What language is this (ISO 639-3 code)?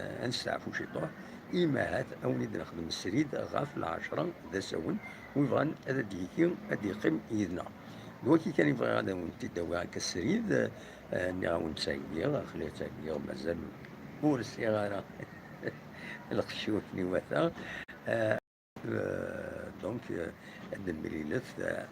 kab